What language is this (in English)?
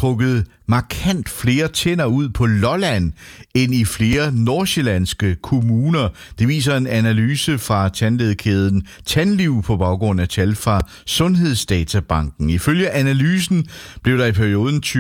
Danish